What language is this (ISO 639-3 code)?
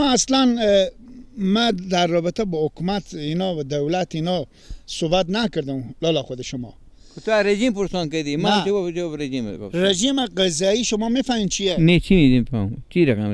fas